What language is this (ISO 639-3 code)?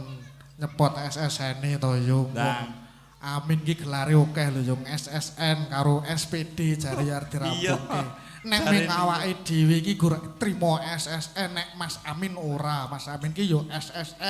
jav